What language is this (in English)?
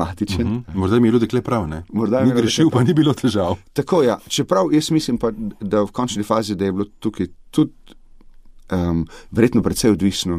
Slovenian